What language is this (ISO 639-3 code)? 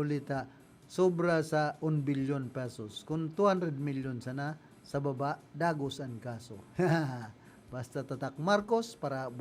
bik